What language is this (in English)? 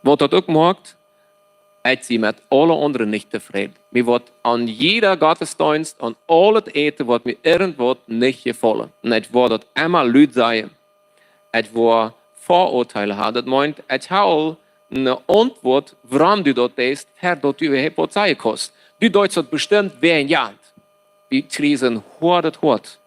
Plautdietsch